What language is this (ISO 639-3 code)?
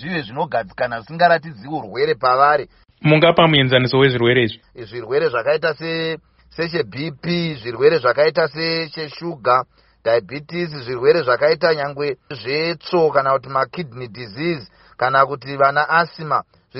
sna